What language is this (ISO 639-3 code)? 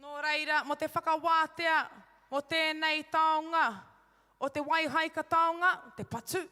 mri